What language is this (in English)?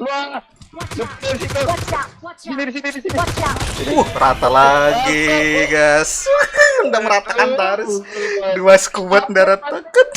Banjar